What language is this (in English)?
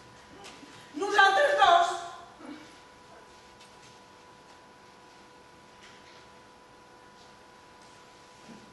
Catalan